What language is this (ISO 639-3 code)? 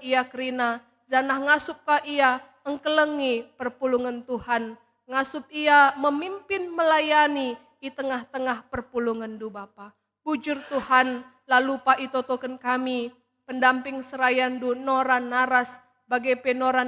btx